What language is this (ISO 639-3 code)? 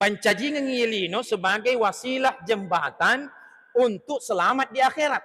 bug